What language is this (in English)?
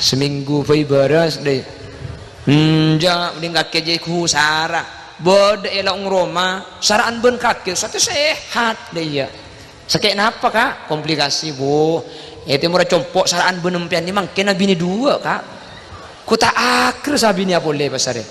Madurese